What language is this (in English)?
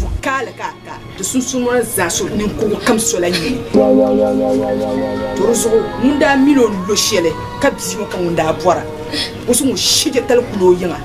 Dagbani